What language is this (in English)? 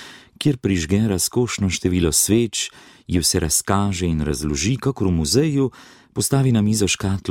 Slovenian